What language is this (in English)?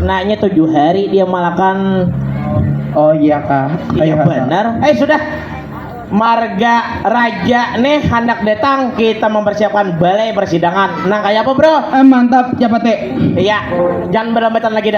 Banjar